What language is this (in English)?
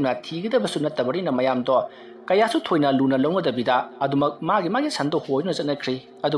Manipuri